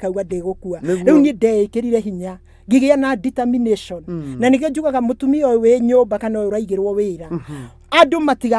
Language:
Kikuyu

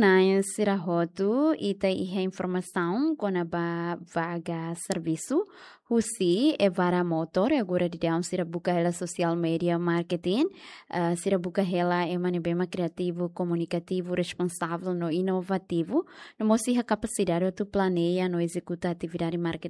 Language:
Tetum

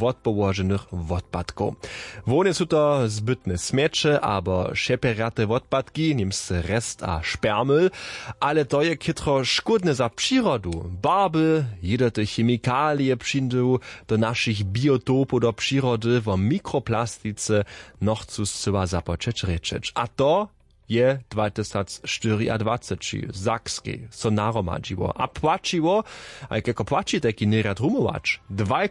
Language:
Upper Sorbian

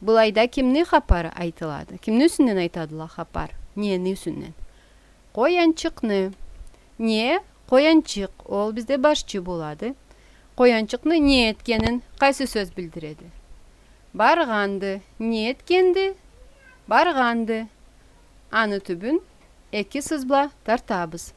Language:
Karachay-Balkar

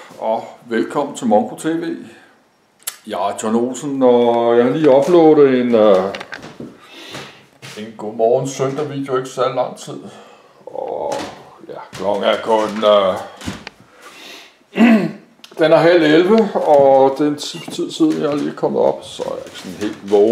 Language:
Danish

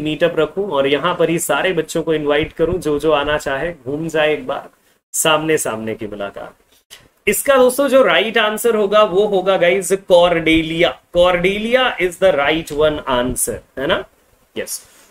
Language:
Hindi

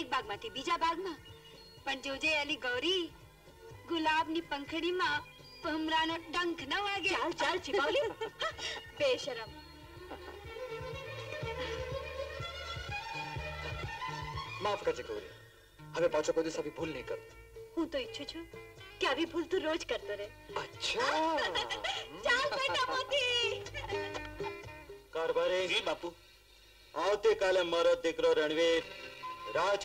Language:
Gujarati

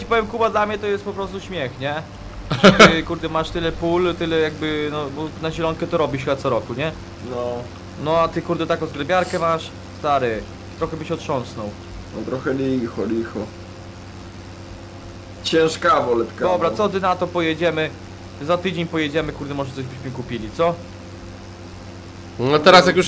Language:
Polish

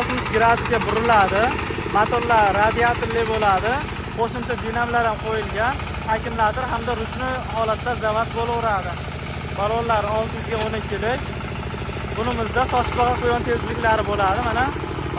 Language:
Uzbek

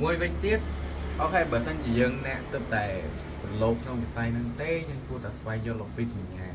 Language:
Khmer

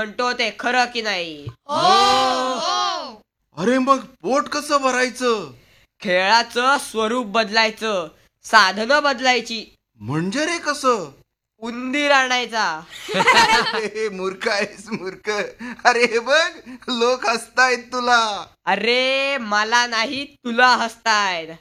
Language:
Marathi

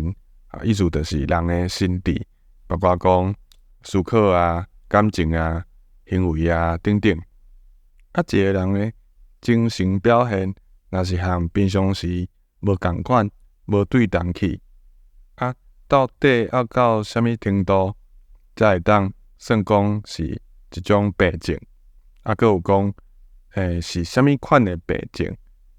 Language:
Min Nan Chinese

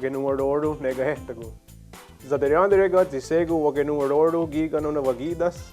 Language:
Mohawk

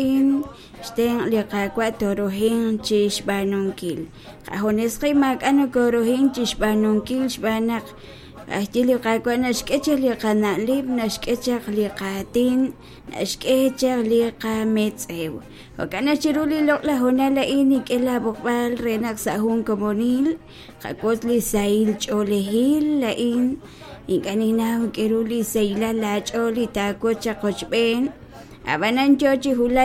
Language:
Kekchí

